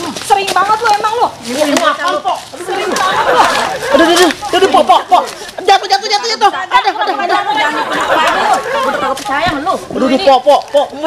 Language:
Betawi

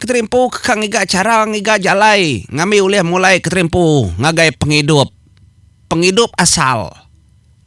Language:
Iban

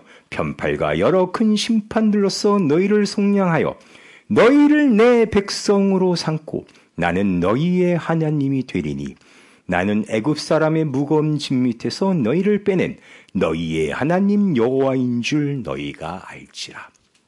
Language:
Korean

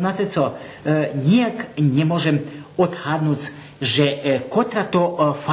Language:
Rusyn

